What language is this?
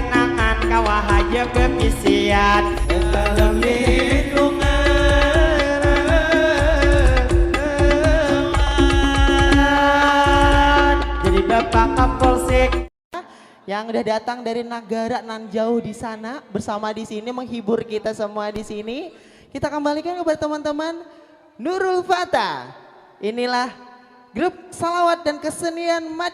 Banjar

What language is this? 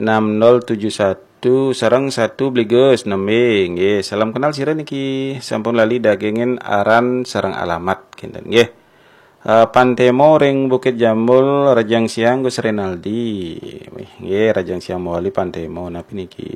Balinese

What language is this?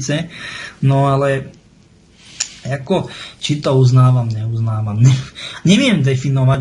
Slovak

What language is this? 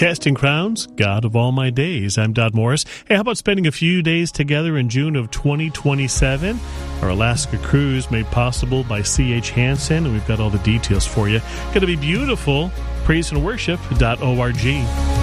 English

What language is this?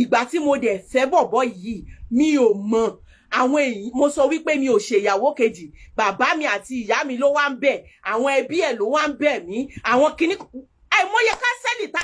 Yoruba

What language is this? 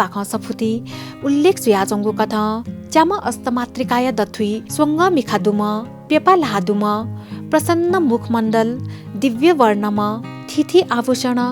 Newari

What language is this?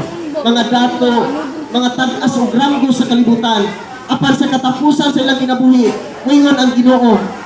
Cebuano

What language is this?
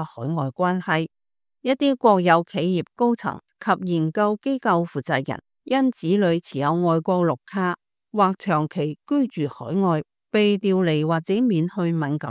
Cantonese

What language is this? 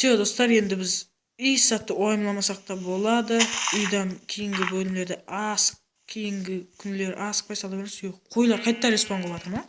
Kara-Kalpak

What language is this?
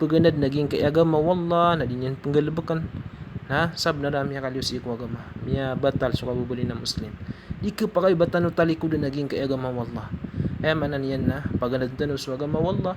Maranao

